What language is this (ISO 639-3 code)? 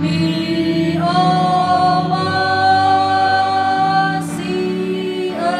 nia